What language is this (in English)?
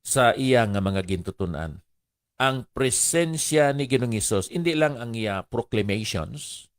Hiligaynon